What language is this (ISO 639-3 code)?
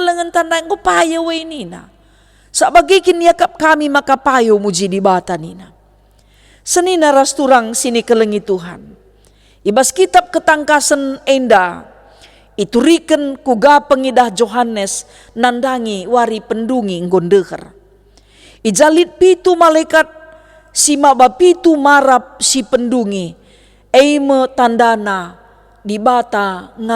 btx